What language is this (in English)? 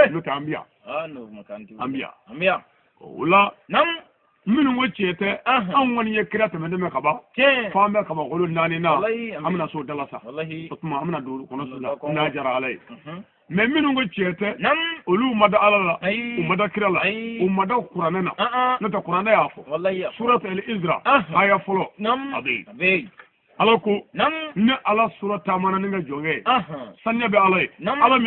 Bambara